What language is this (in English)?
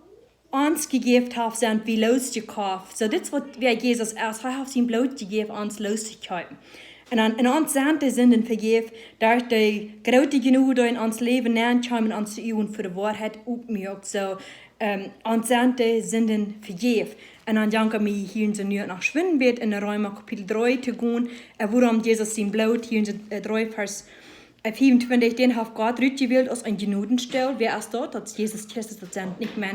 Plautdietsch